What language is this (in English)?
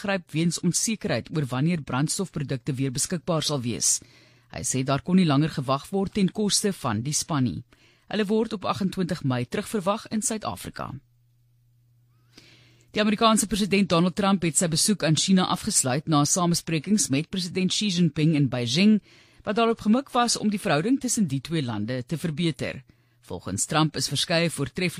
Afrikaans